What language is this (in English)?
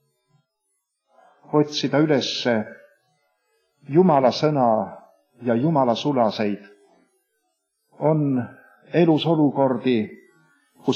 Estonian